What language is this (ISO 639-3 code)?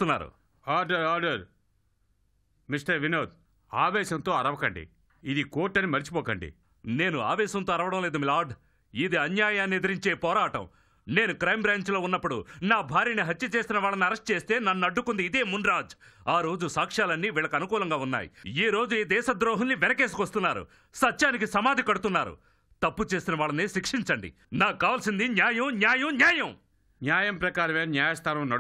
tel